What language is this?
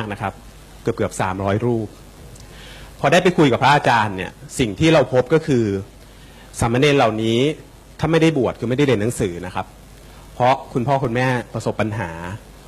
Thai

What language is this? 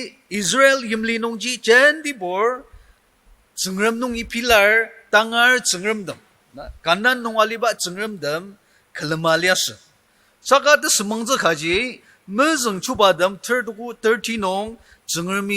Ao Naga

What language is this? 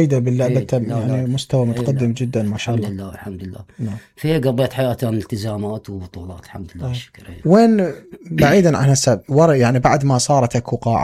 Mesopotamian Arabic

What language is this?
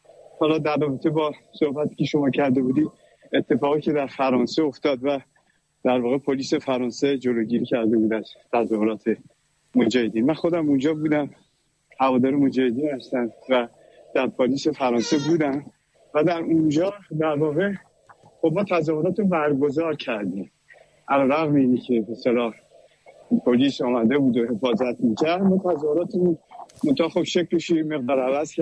Persian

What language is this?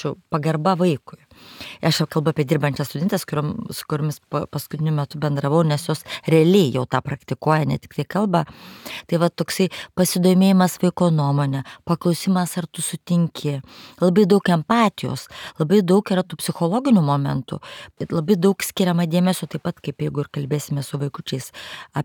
Lithuanian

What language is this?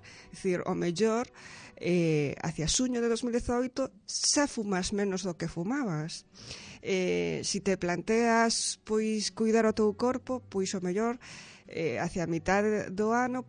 Galician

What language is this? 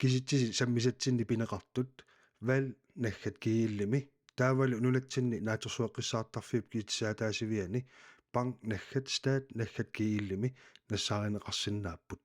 Kalaallisut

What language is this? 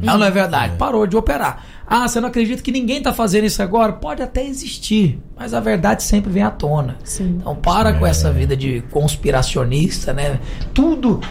Portuguese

